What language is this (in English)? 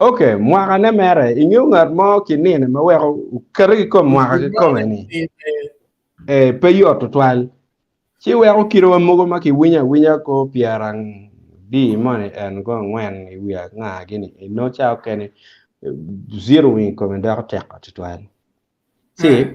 Acoli